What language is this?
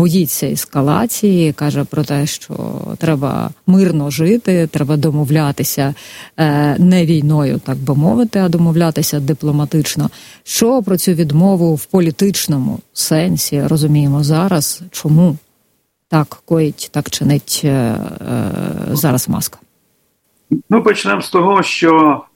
Ukrainian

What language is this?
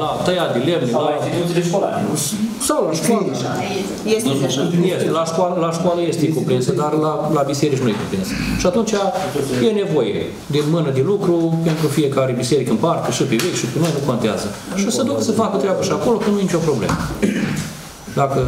Romanian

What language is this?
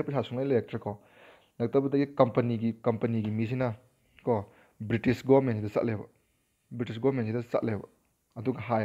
Manipuri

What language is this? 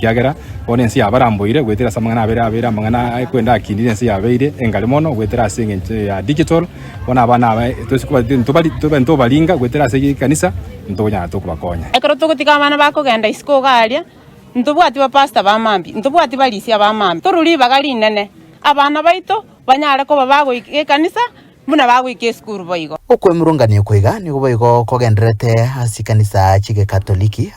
Gusii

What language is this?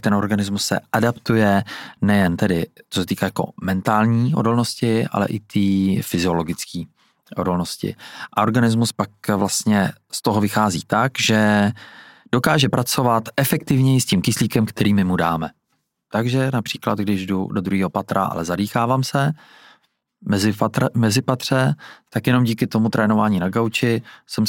Czech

